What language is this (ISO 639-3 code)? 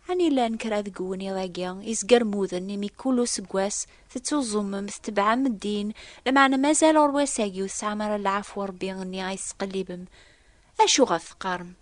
kab